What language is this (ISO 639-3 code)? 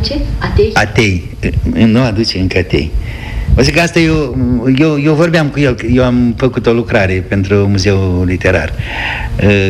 ron